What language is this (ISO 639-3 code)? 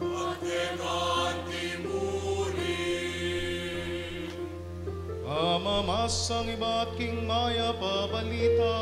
pam